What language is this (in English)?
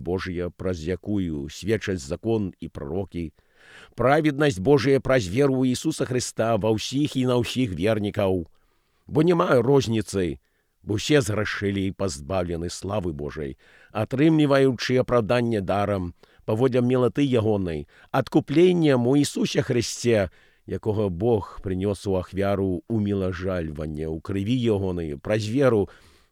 Belarusian